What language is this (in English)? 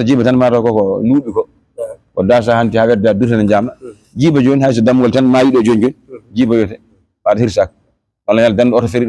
Fula